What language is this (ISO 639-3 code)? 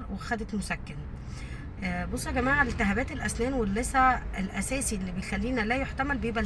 arz